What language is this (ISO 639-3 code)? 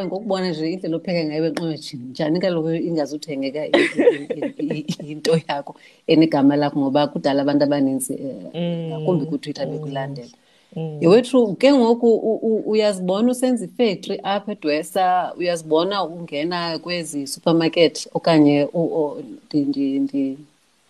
xho